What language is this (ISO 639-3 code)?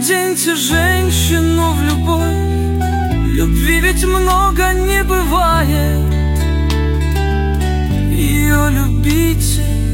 rus